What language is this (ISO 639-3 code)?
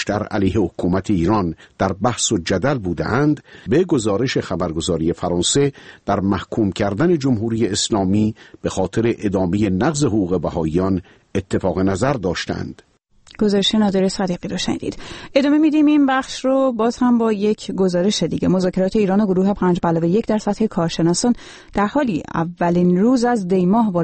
fas